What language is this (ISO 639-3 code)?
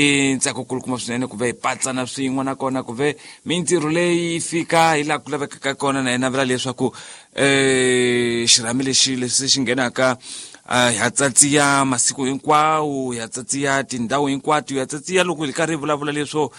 tso